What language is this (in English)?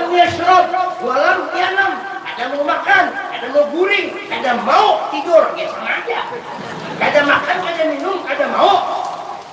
Banjar